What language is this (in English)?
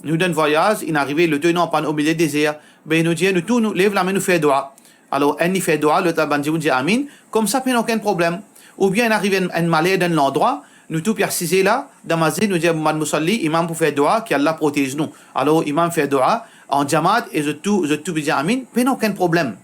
Morisyen